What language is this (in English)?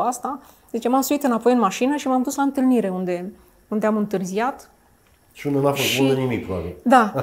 Romanian